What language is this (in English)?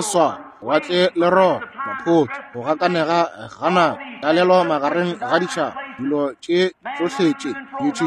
Northern Sotho